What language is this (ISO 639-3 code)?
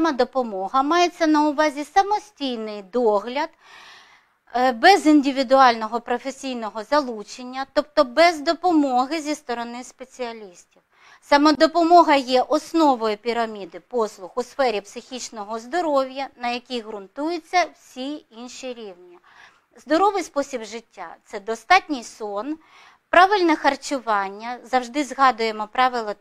ukr